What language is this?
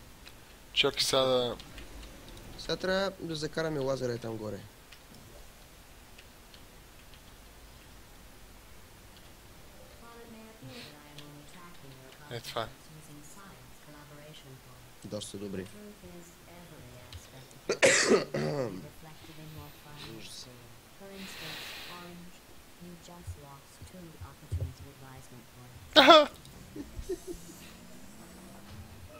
Bulgarian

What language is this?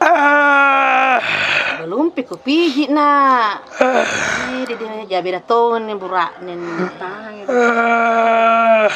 Makassar Malay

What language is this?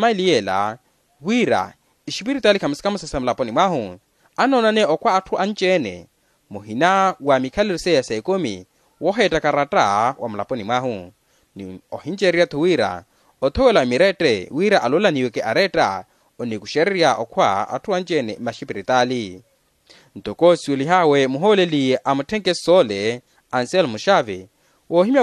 Makhuwa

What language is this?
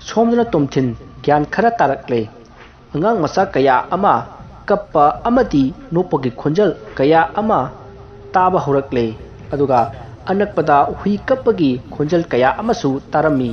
Manipuri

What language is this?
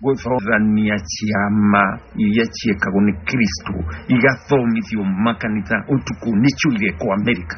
Kikuyu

